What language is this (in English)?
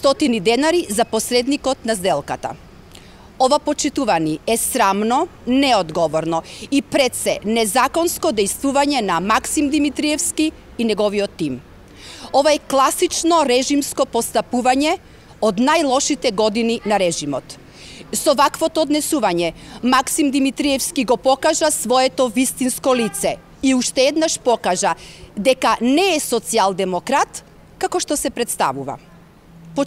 Macedonian